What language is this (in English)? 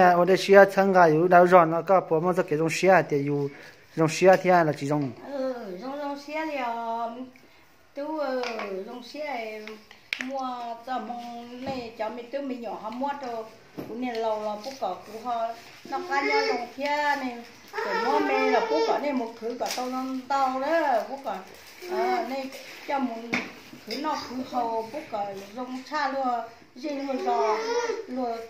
Hmong